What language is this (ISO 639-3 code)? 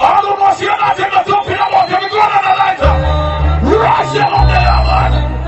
jam